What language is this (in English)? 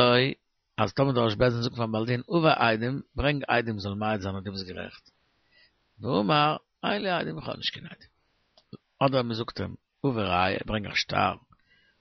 Yiddish